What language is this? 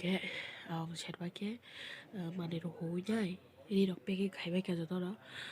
Kok Borok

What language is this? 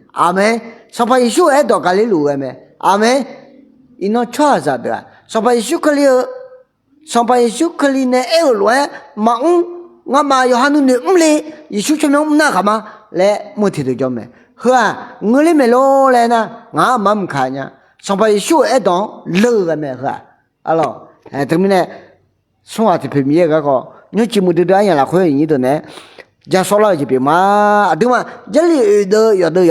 Akha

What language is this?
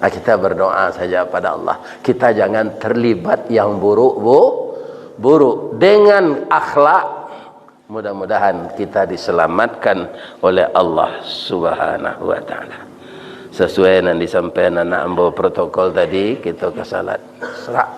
Minangkabau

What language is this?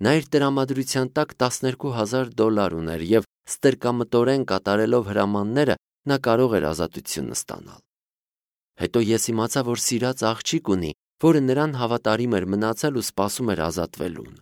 Armenian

